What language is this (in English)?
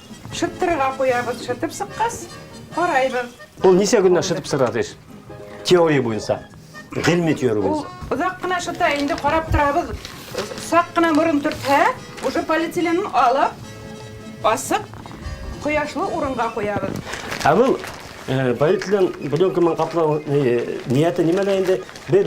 Bashkir